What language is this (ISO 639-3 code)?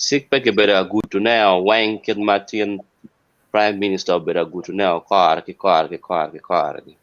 ach